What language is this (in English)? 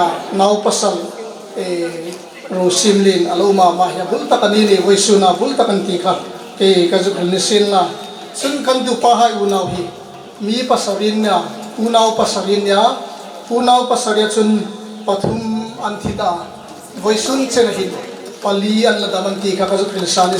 Hmar